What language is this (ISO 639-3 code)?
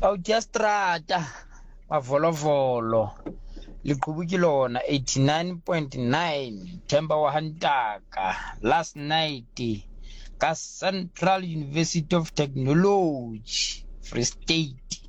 sot